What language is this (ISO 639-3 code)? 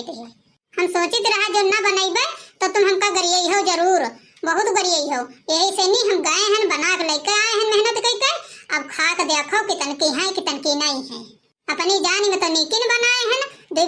awa